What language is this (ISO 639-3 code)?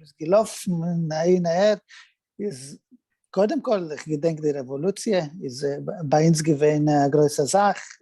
yid